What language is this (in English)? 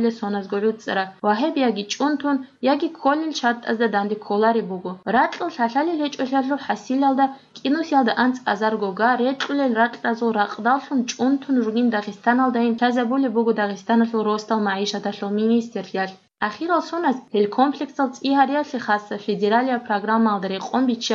Avaric